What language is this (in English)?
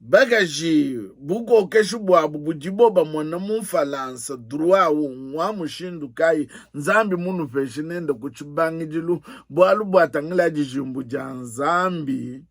Luba-Lulua